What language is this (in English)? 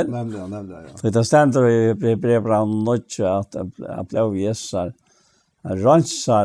Faroese